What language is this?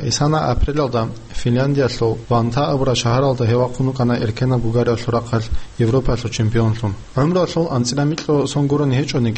Avaric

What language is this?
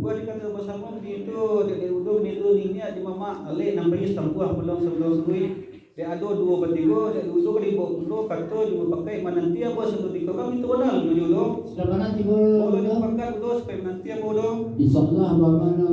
Minangkabau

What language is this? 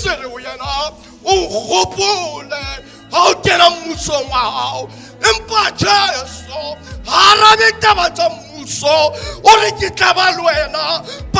Southern Sotho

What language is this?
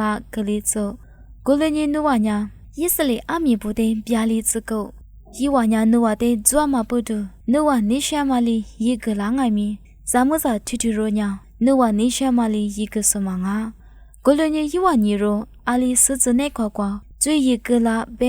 Lisu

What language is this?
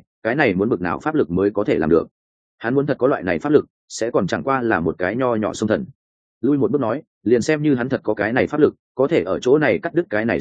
Vietnamese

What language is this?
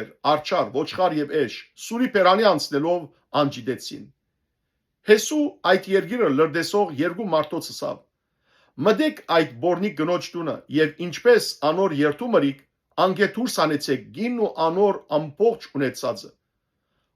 Western Armenian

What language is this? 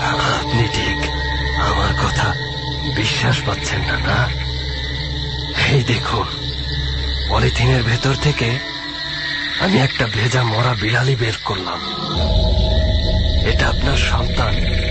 Bangla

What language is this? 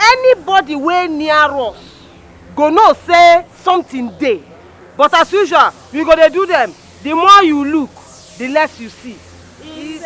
Nigerian Pidgin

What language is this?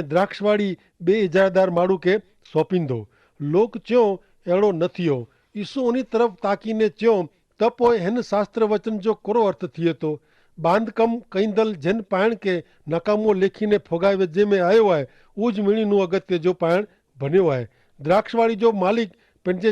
Kachhi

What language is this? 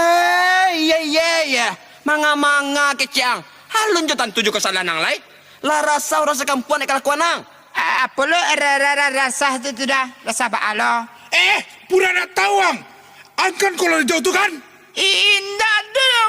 Minangkabau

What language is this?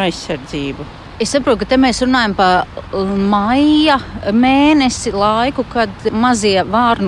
Latvian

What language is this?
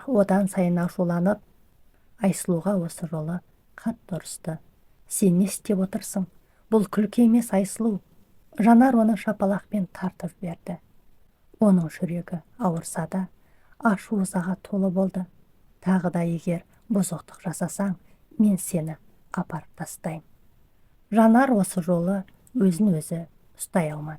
Kazakh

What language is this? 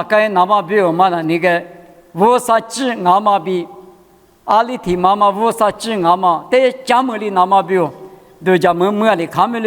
Lisu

